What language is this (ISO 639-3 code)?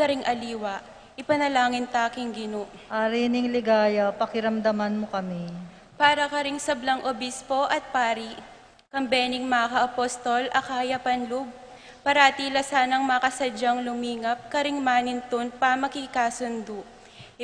pam